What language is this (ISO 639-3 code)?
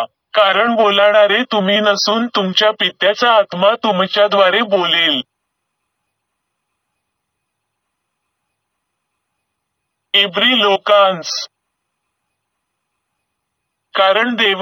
mar